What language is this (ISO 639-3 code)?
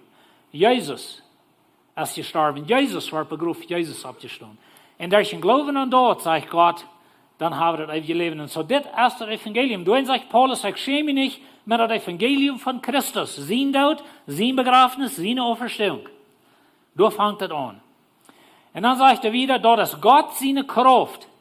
pdt